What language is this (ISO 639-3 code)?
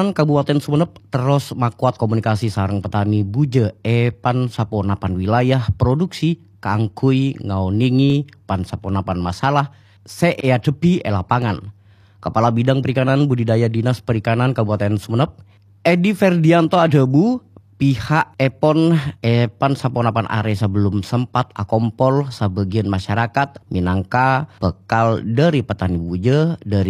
mad